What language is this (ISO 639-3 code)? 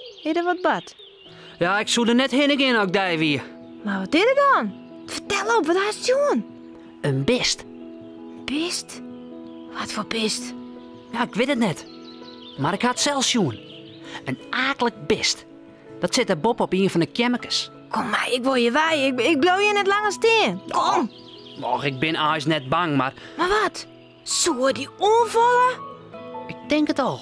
fry